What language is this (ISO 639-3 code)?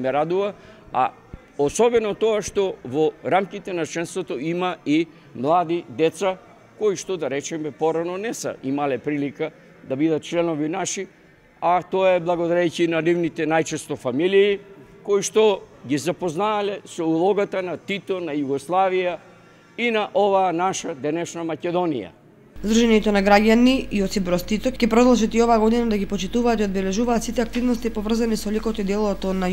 mkd